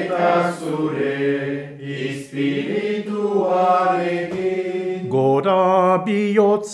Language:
Basque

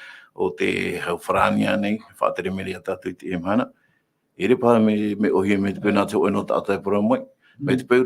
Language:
Tahitian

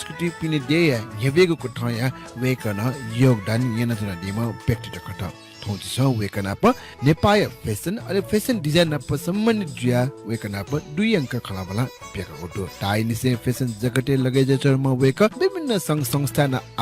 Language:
Newari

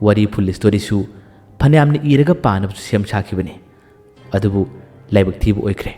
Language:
Manipuri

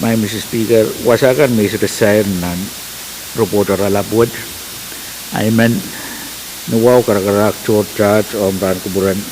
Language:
Pohnpeian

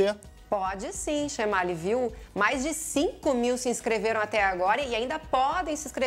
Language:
Portuguese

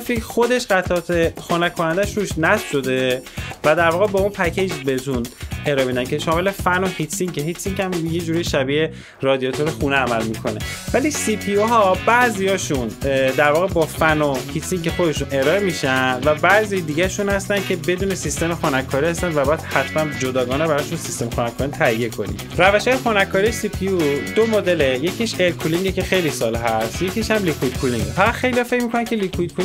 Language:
Persian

